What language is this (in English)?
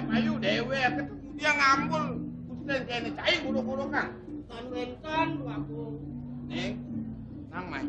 Balinese